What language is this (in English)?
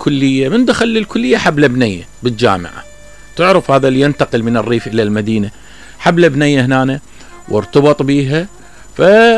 Mesopotamian Arabic